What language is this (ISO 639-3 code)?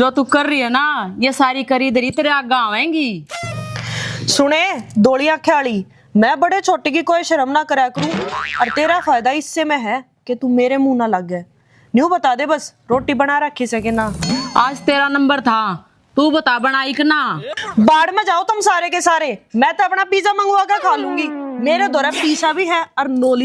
bgc